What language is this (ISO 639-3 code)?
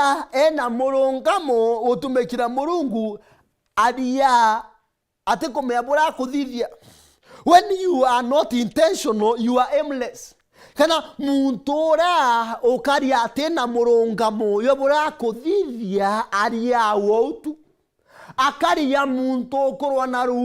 mer